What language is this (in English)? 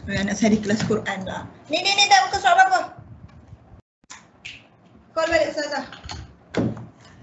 Malay